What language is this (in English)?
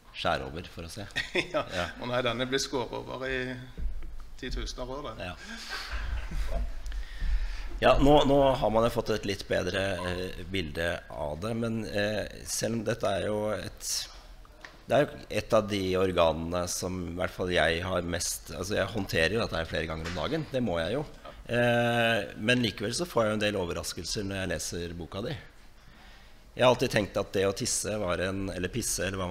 Norwegian